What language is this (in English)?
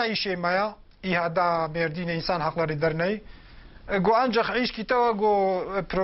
Kurdish